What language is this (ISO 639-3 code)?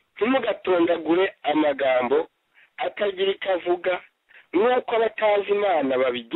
kin